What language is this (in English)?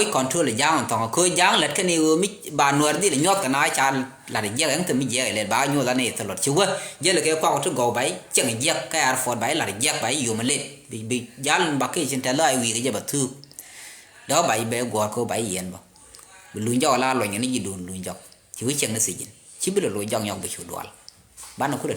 Nuer